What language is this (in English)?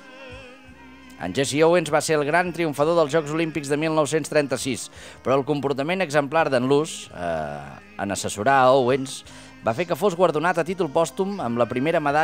Catalan